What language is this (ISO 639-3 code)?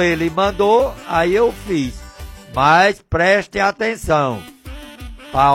por